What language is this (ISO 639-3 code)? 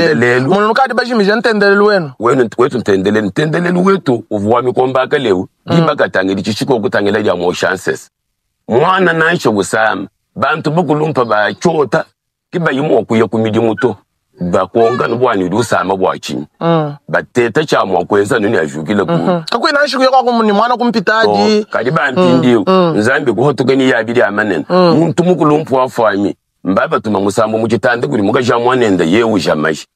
lua